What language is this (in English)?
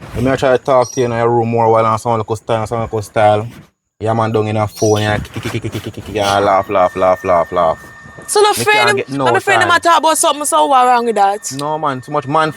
Jamaican Creole English